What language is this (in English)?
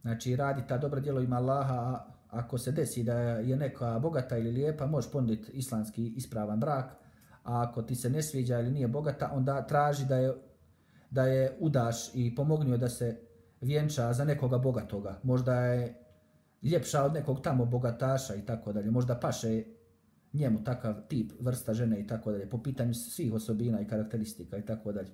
Bosnian